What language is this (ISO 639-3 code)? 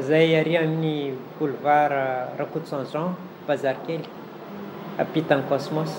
mlg